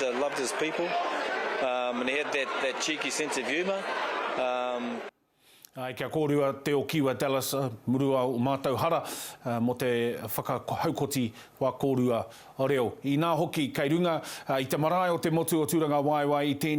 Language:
Māori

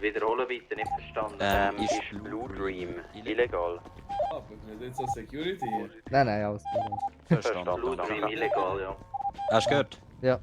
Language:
Swiss German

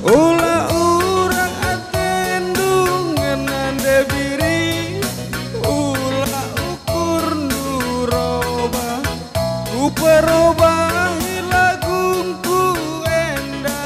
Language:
Batak Karo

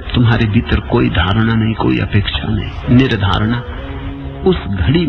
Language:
Hindi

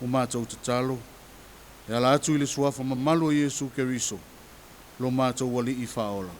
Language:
Samoan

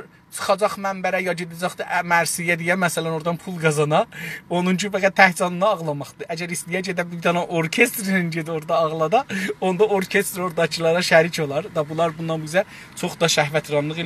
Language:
South Azerbaijani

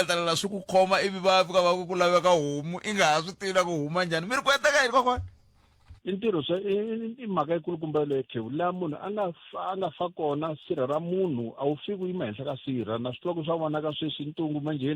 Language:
Tsonga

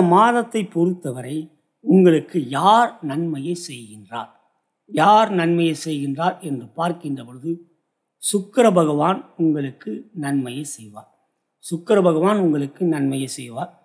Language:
Tamil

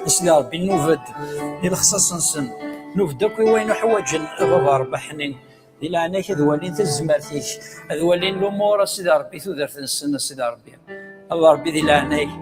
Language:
Kabyle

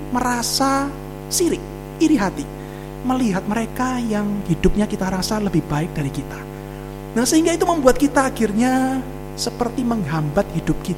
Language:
Indonesian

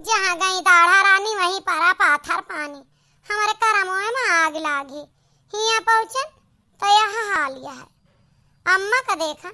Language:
Awadhi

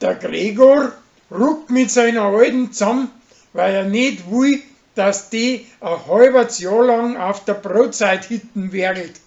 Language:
Bavarian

